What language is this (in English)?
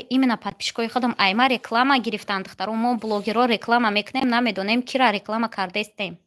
Tajik